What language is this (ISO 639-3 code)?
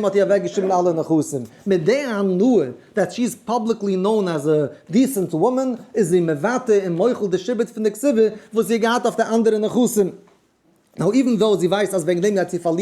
yid